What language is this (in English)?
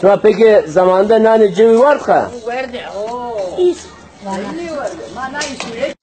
Zaza